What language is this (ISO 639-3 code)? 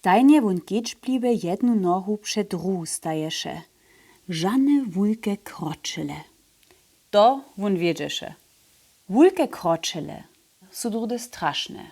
hsb